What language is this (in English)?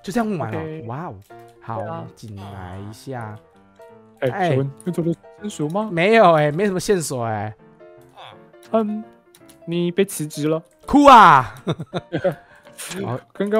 Chinese